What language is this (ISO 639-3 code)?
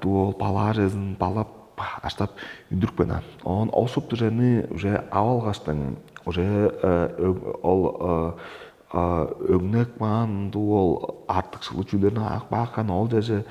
tyv